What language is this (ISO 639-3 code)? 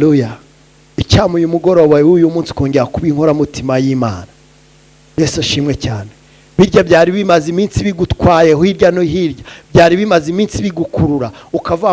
kin